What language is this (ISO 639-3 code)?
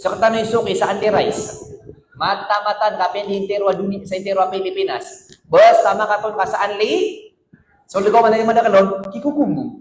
mrw